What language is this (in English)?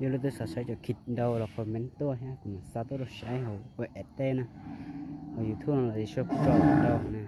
Hmong